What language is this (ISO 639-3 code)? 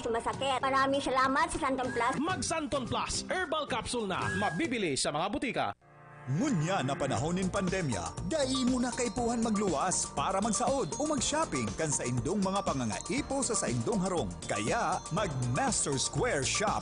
bik